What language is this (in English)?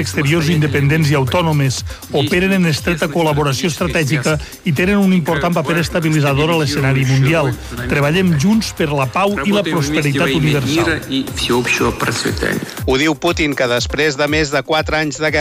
Catalan